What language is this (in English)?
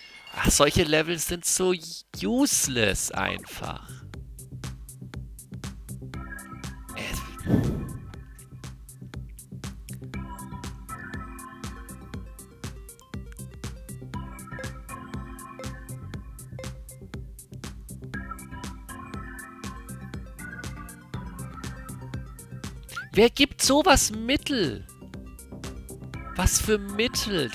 German